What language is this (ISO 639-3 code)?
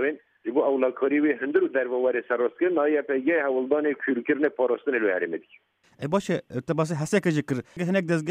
kur